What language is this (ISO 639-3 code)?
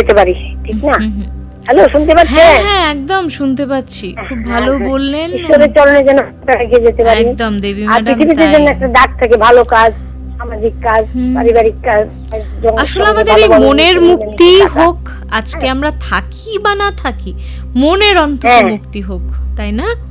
ben